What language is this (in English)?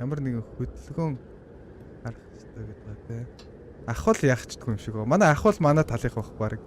Mongolian